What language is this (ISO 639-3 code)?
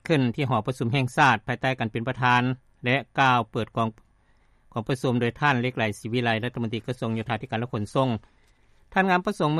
lao